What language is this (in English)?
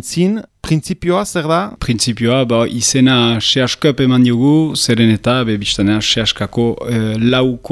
Basque